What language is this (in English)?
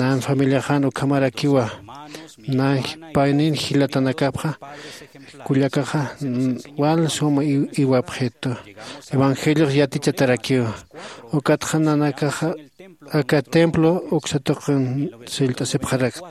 Aymara